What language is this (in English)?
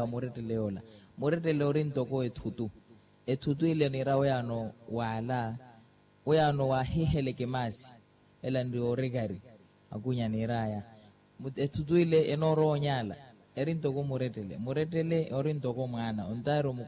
Makhuwa